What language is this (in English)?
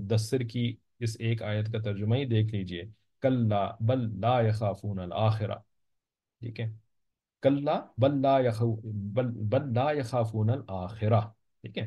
Urdu